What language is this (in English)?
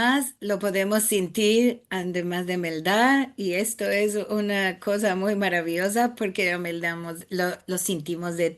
Ladino